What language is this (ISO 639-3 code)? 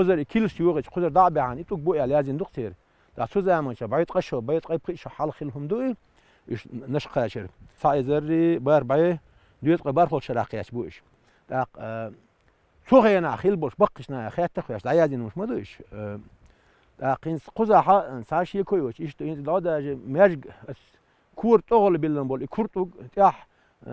che